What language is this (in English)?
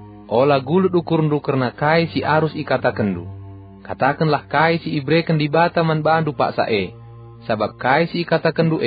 Batak Karo